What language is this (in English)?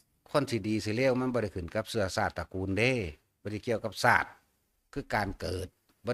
Northeastern Thai